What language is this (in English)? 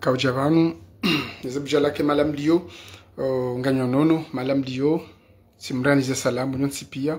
Ngazidja Comorian